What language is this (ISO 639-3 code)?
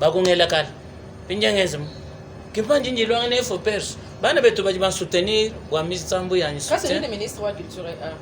lua